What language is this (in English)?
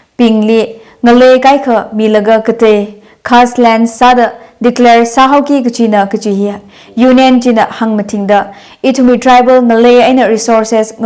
Tangkhul Naga (India)